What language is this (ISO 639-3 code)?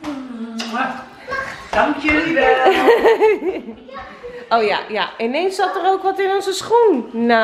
nld